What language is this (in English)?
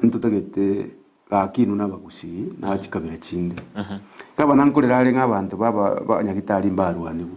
Gusii